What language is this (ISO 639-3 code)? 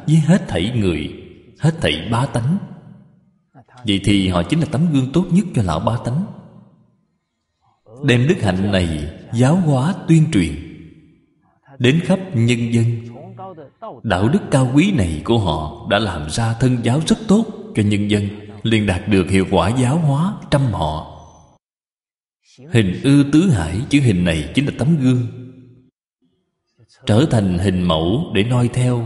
vie